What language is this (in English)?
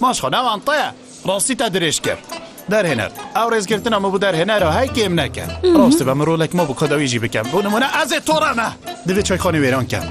Kurdish